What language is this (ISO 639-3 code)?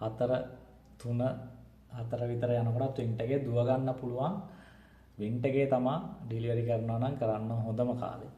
sin